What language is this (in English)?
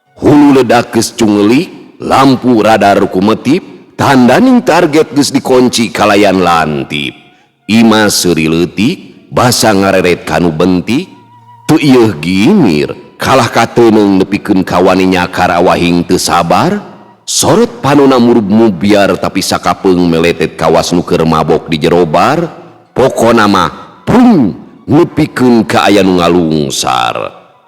Sundanese